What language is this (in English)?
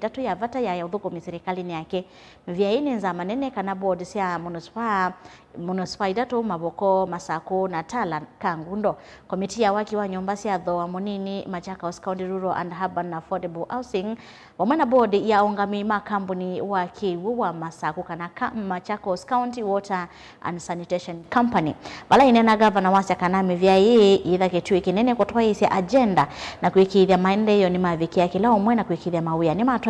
Kamba